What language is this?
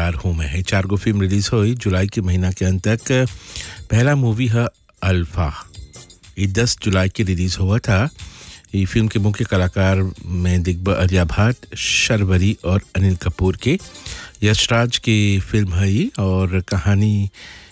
Bhojpuri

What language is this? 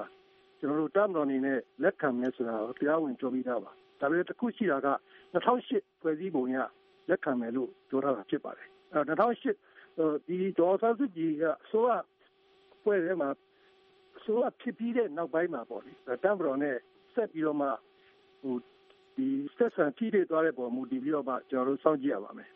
Burmese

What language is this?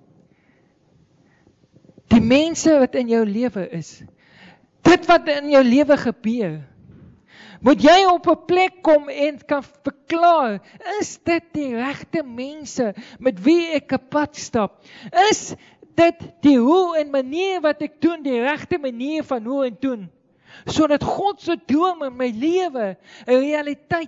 Afrikaans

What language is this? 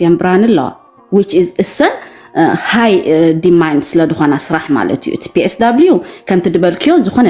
Tigrinya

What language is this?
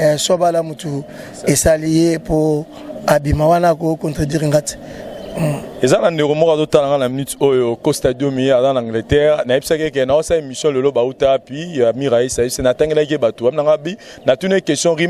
Lingala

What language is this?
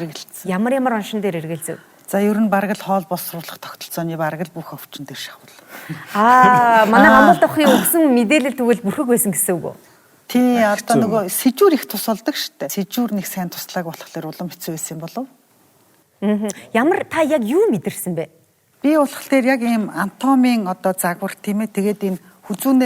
Mongolian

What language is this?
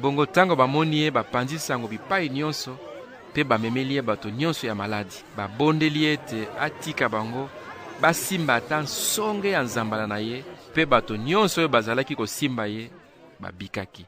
Lingala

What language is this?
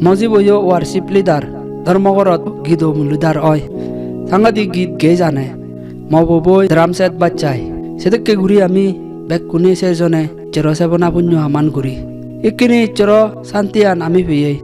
Chakma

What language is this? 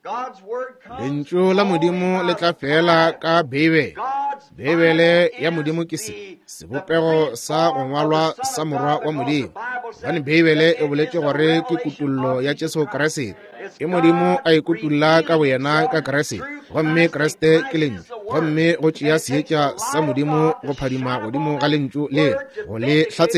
Northern Sotho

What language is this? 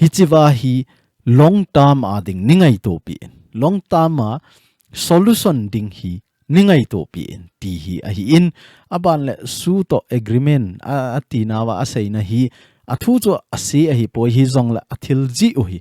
Thado Chin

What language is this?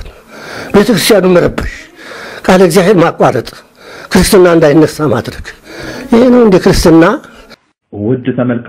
Amharic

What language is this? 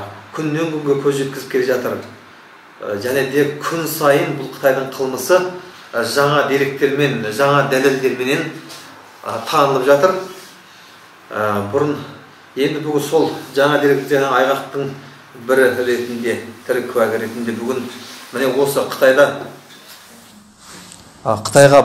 Kazakh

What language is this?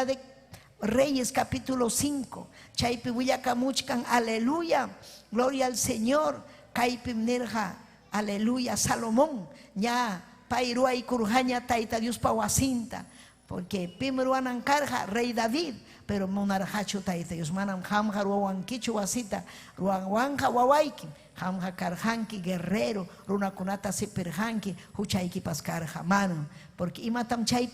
Ayacucho Quechua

